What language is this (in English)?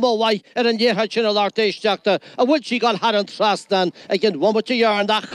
Irish